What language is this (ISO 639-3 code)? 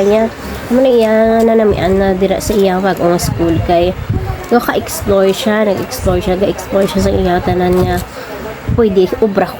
hil